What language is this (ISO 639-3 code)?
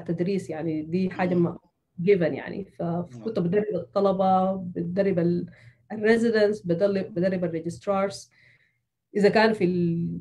apd